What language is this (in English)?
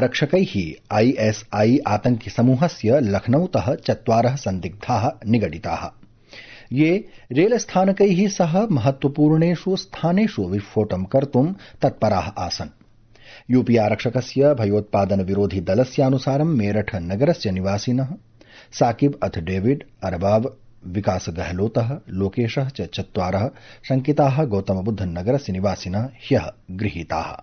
Sanskrit